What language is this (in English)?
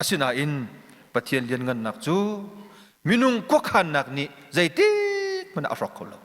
Hakha Chin